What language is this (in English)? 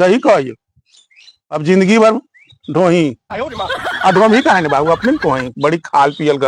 Magahi